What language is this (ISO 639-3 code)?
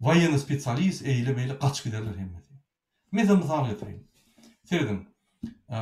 tuk